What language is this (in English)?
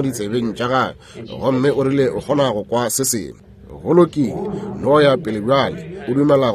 Northern Sotho